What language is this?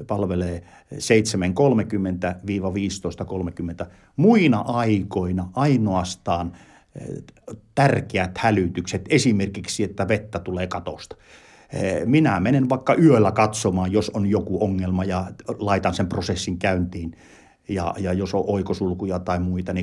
Finnish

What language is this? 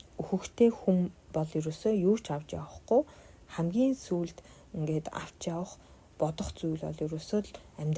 Mongolian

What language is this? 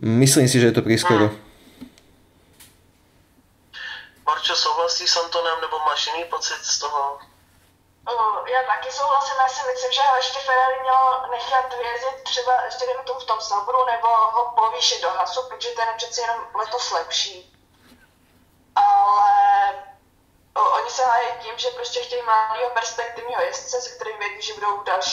Czech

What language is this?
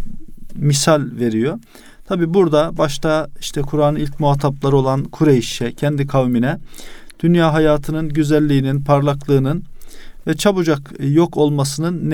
Turkish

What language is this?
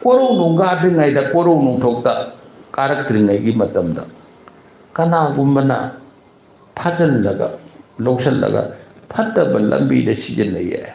Manipuri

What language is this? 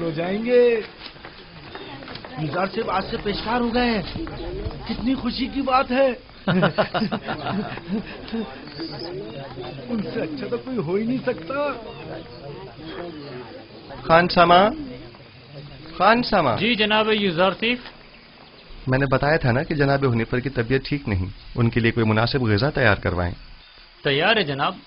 Urdu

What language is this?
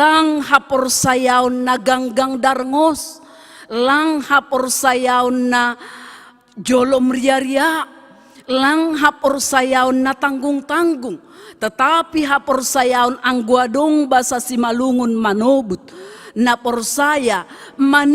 Batak Simalungun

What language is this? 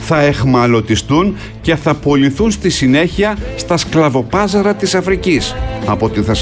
Greek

